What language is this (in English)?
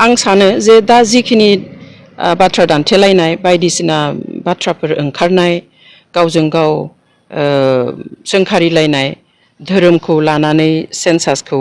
Bodo